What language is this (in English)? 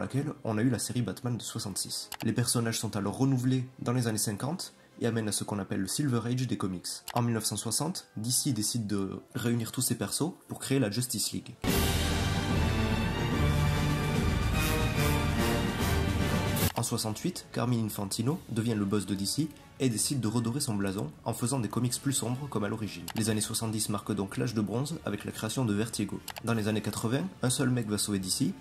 French